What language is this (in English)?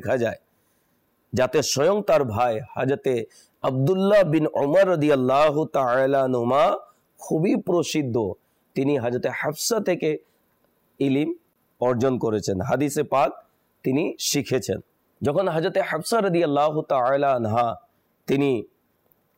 Bangla